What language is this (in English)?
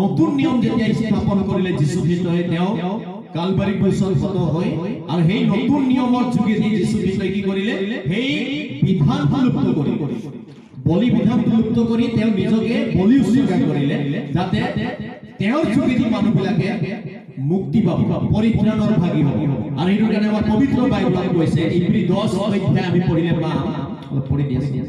Assamese